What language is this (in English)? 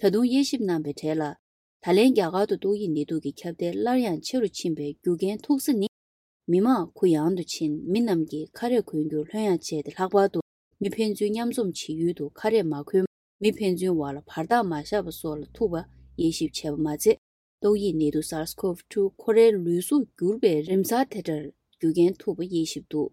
Tibetan